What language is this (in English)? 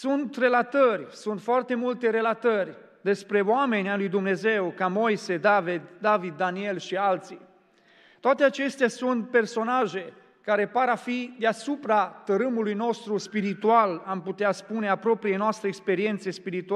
Romanian